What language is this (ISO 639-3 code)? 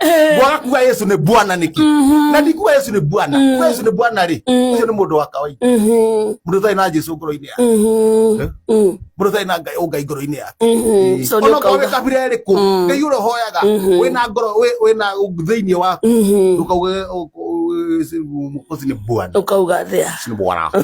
kik